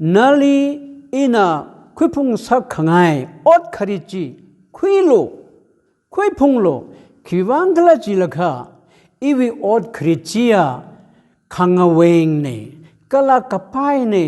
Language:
Tangkhul Naga (India)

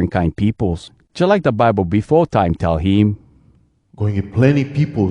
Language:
Hawai'i Creole English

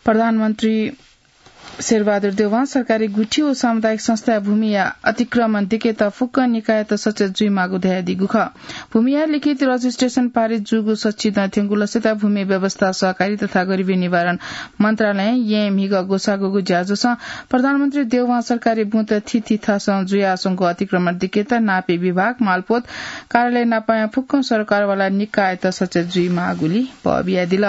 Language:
Newari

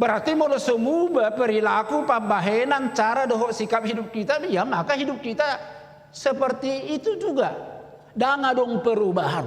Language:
Batak Toba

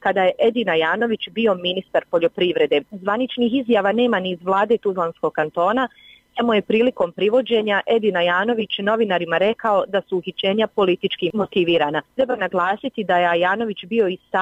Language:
Bosnian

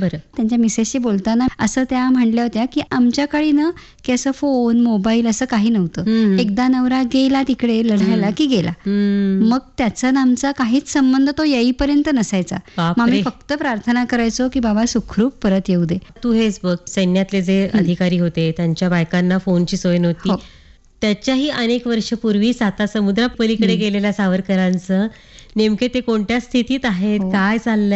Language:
Marathi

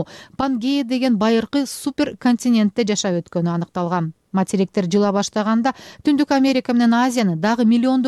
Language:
Kyrgyz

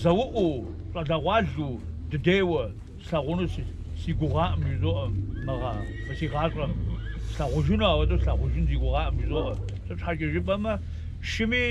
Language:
Kabardian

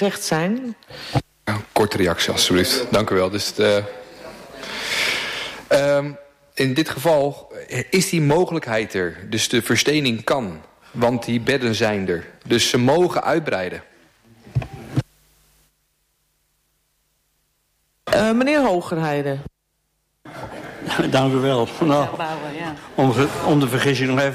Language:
Dutch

